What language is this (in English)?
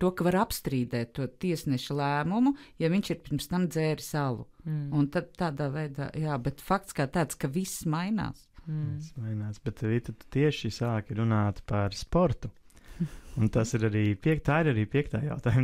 Latvian